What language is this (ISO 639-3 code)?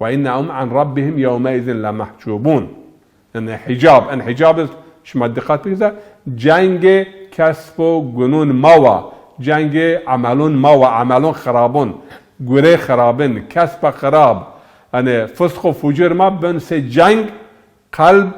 zza